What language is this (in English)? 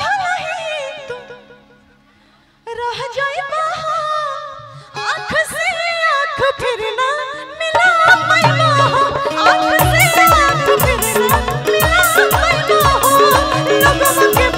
Bhojpuri